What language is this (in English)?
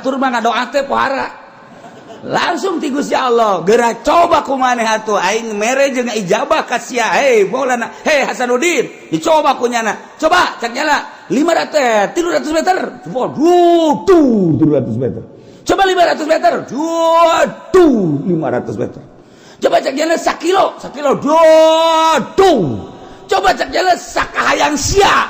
Sundanese